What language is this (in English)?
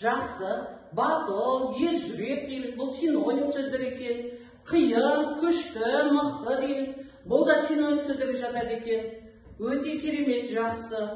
Kazakh